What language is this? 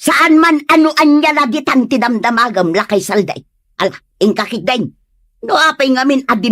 Iloko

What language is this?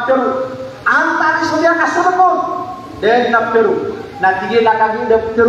Maranao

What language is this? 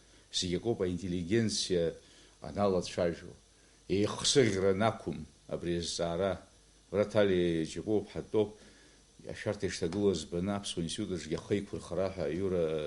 Abkhazian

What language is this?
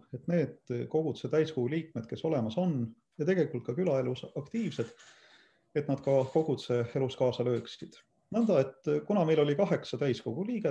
Estonian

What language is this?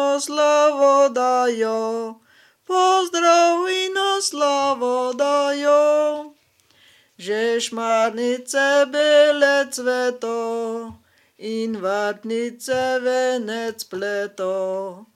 Slovenian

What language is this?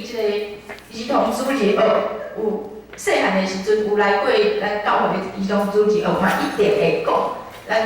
Min Nan Chinese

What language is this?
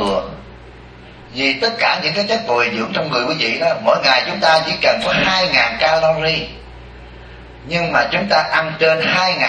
Vietnamese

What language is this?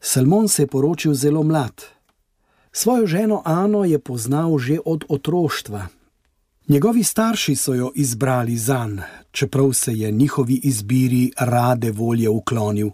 Slovenian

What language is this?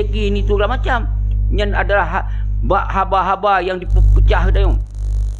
Achinese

